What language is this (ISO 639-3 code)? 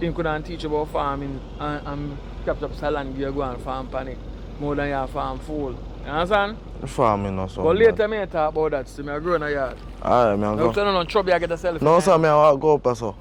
jam